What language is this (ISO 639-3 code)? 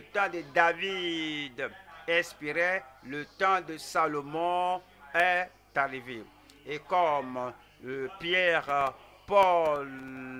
fra